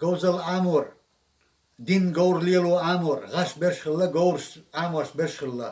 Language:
Chechen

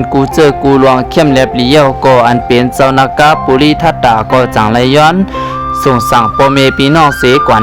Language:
Shan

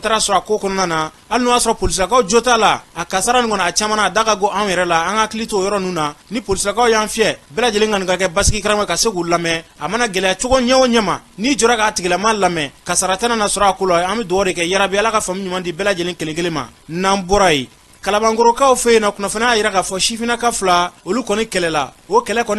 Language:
Bambara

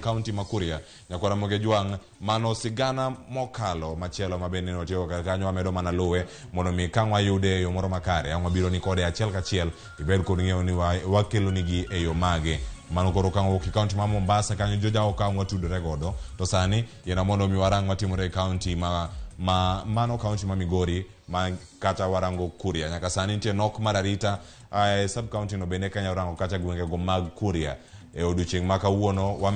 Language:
Luo (Kenya and Tanzania)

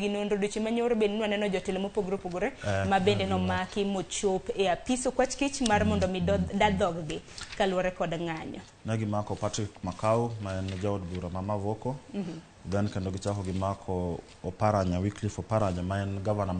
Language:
Luo (Kenya and Tanzania)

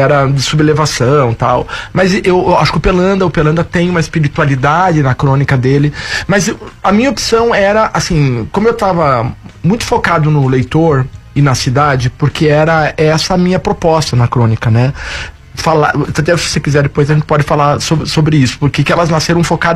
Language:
Portuguese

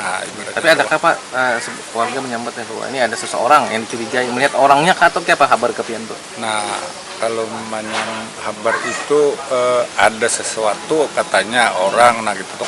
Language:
Banjar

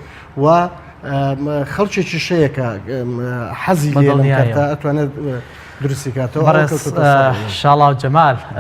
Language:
Central Kurdish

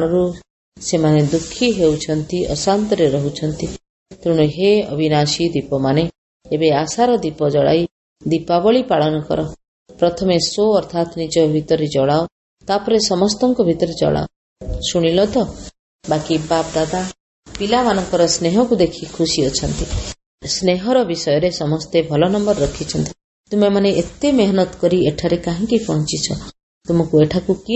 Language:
Odia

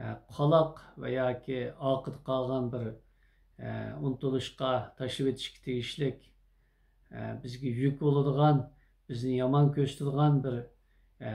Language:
Uyghur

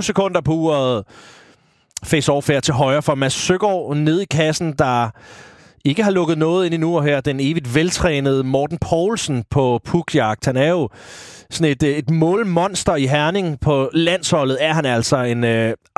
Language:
Danish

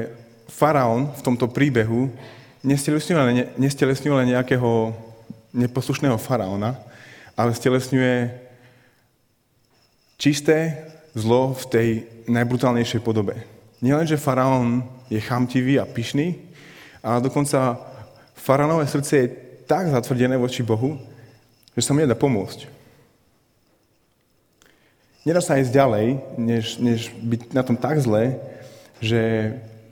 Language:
Slovak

